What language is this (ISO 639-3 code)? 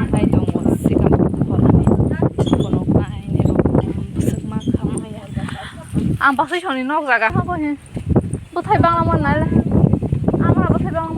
trp